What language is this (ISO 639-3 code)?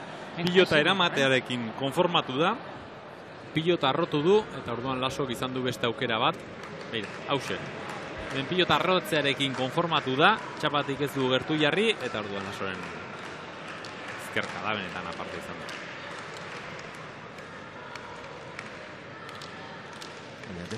eus